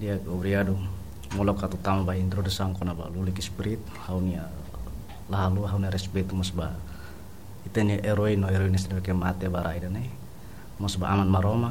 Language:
Tetum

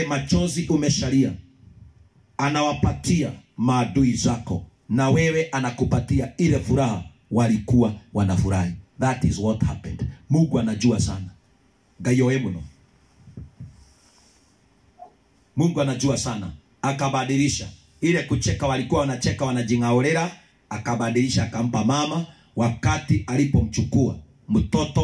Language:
Swahili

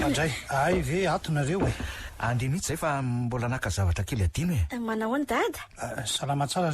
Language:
Malagasy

